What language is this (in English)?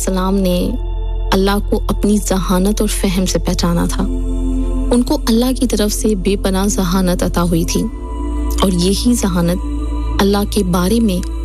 Urdu